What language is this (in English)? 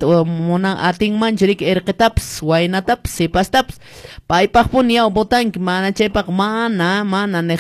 Quechua